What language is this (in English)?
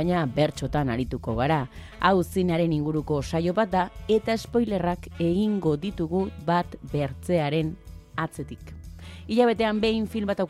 Basque